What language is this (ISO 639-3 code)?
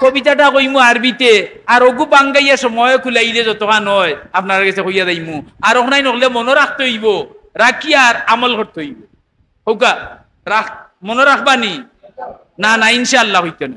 syl